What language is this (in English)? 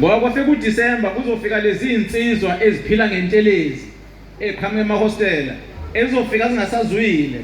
Zulu